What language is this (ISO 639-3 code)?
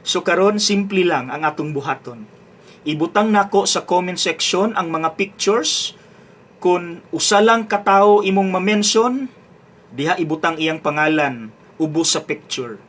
ceb